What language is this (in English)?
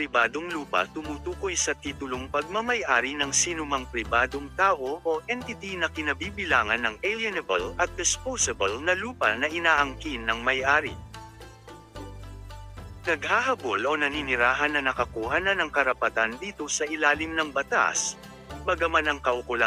Filipino